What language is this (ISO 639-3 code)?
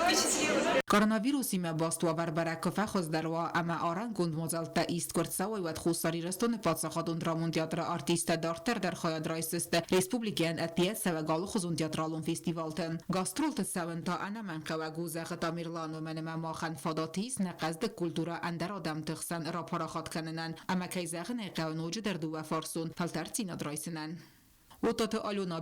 oss